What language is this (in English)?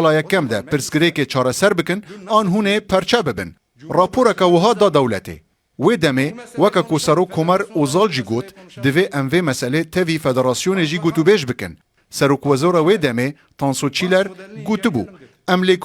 Kurdish